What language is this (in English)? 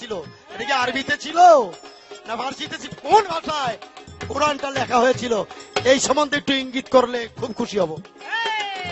Bangla